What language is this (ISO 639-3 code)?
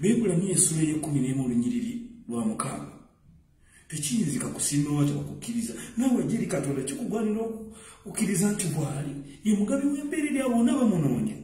lug